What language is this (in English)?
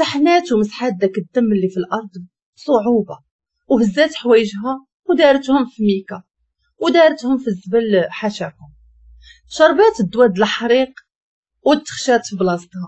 Moroccan Arabic